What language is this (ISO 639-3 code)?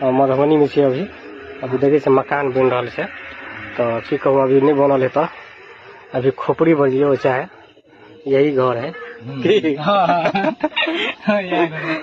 mai